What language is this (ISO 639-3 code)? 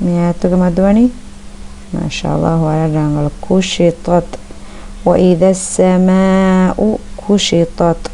div